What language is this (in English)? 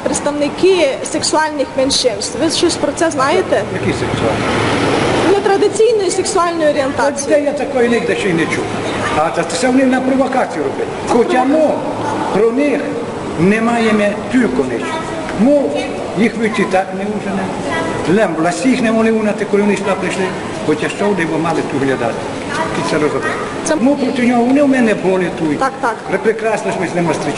Rusyn